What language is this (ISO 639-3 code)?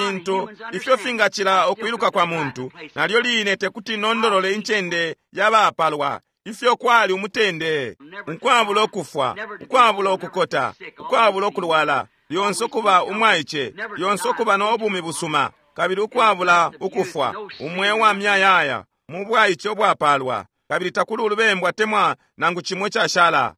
bem